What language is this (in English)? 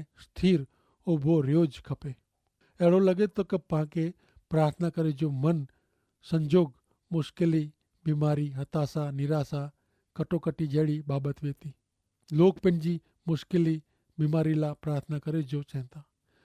Kachhi